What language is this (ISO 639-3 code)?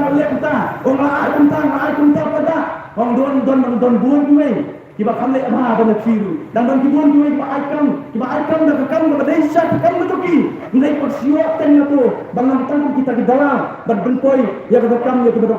kha